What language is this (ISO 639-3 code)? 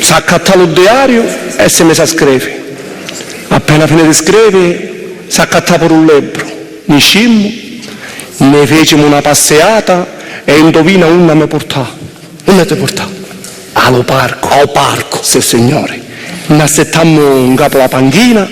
scn